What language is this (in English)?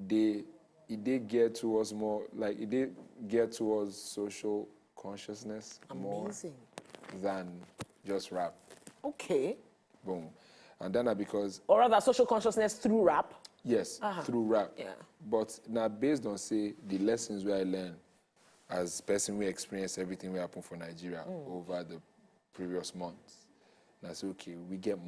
Nigerian Pidgin